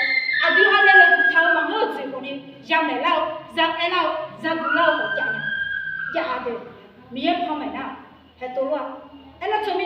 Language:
Akha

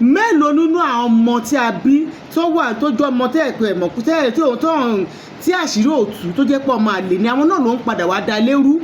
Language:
Yoruba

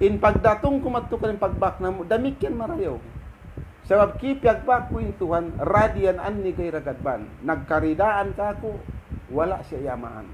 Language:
Tausug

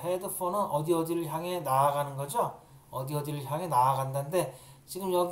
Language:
Korean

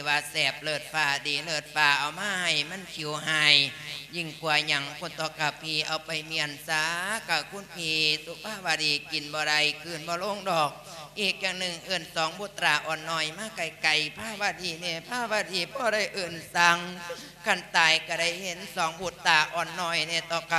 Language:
Lao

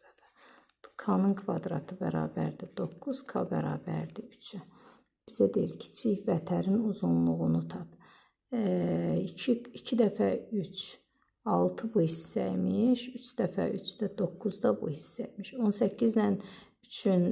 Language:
Azerbaijani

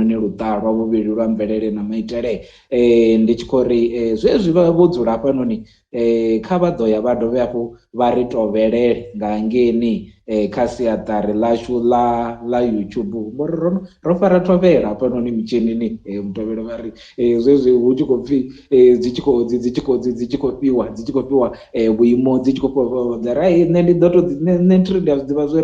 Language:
Venda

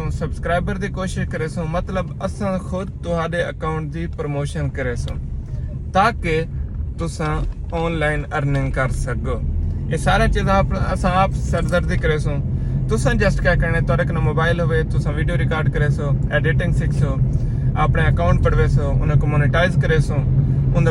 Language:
Saraiki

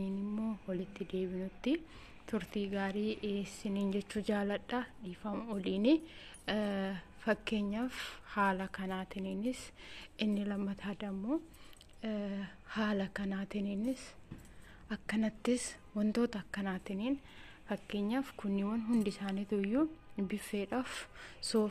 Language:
Oromo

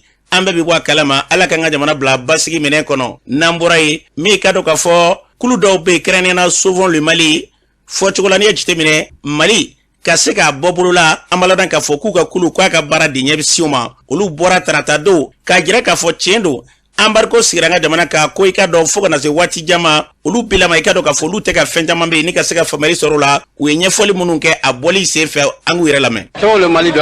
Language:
Bambara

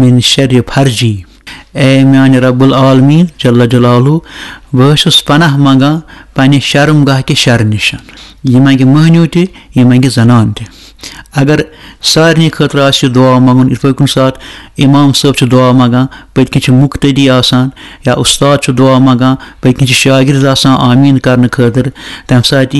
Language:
Kashmiri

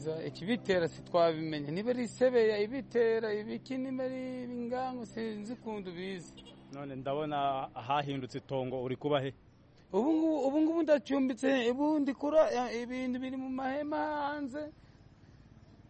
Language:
Kinyarwanda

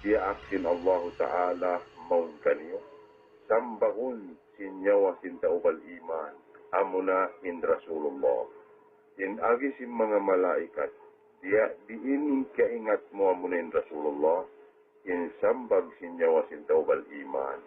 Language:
Tausug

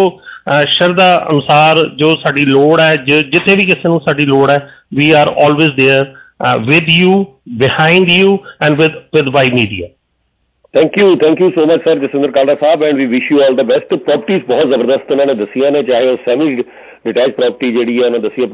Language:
Punjabi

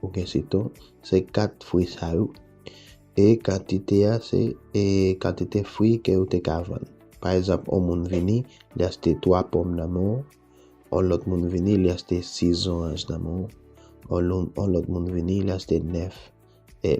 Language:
Haitian Creole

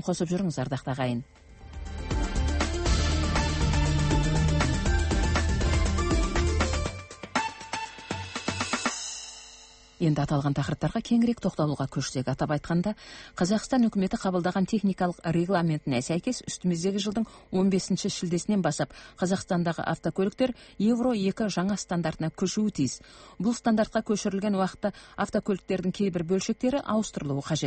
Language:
Kazakh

